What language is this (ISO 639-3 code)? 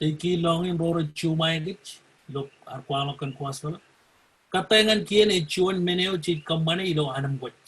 mah